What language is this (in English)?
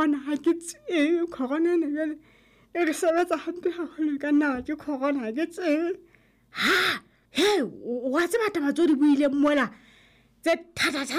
Southern Sotho